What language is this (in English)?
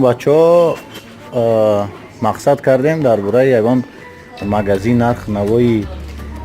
Tajik